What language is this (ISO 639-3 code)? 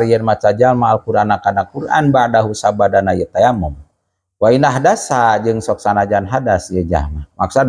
sun